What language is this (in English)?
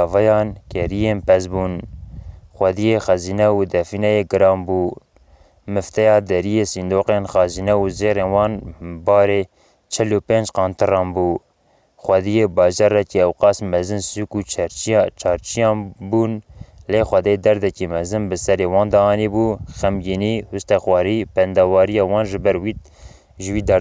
Kurdish